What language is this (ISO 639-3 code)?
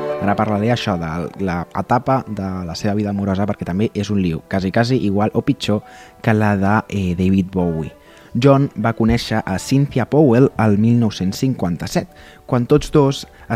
cat